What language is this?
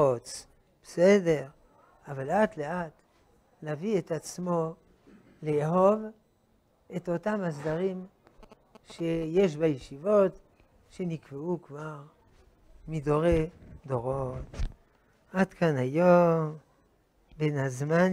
Hebrew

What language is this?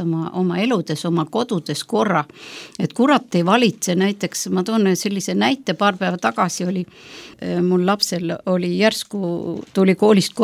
Estonian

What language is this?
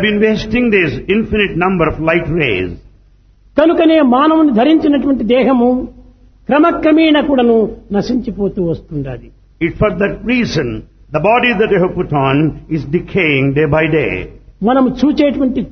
Telugu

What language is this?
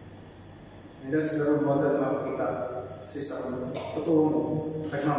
Filipino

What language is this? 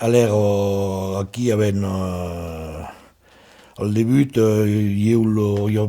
Occitan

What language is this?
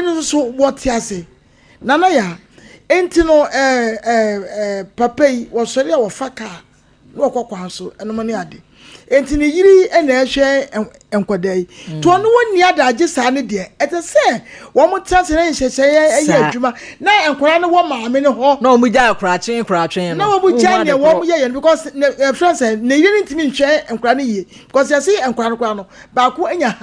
Akan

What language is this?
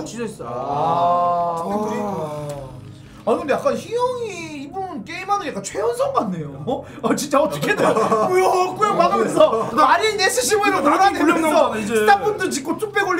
Korean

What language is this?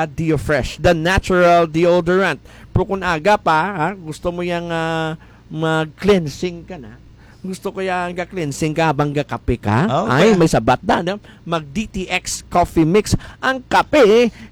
Hiligaynon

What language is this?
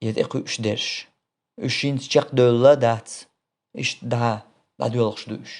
Chechen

